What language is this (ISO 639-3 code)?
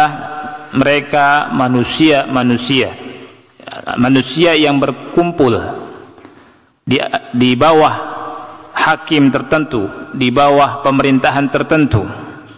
ind